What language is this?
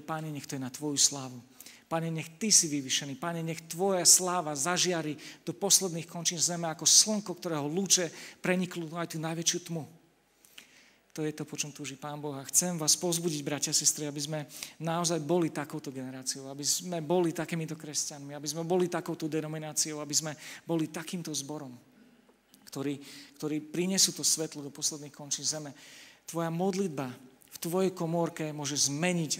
Slovak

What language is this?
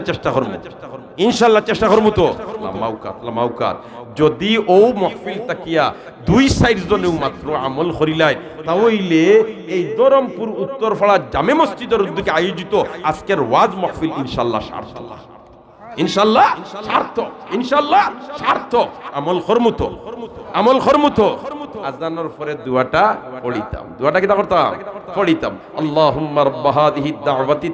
Sylheti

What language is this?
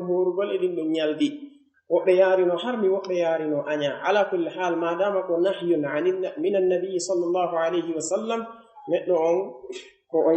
Pular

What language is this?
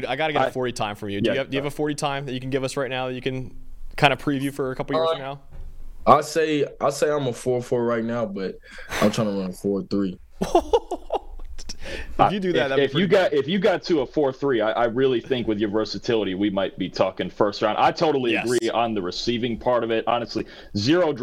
English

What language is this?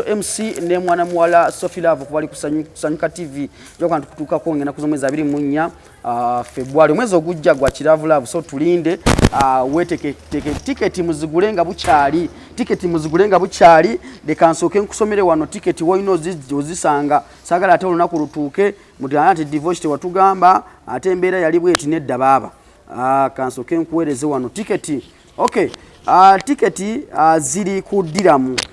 Ganda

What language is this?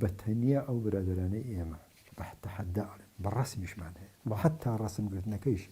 Central Kurdish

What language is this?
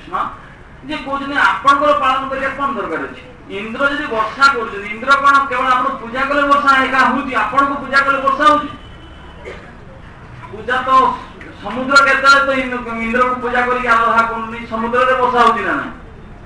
Odia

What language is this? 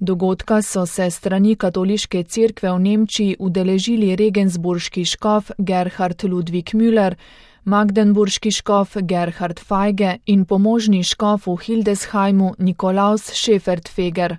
Slovenian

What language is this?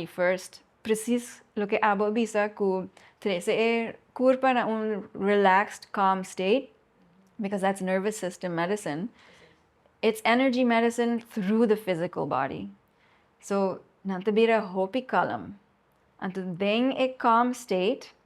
Papiamento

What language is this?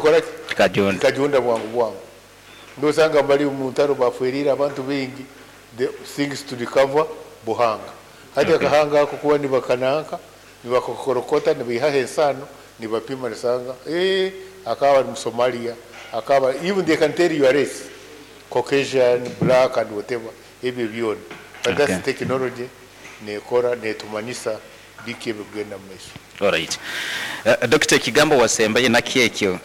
Nyankole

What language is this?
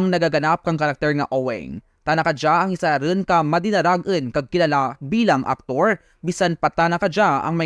Kinaray-a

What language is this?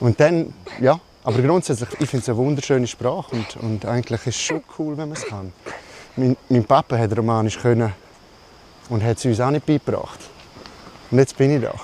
Romansh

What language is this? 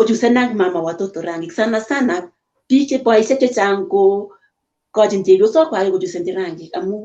Kalenjin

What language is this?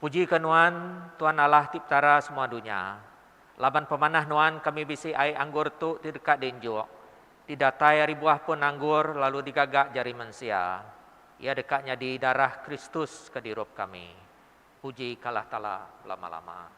Iban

